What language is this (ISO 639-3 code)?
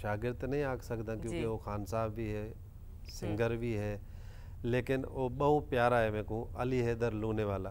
skr